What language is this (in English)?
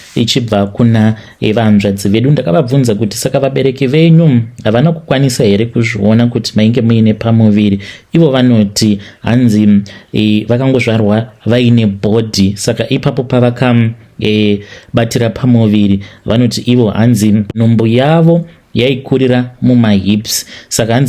Shona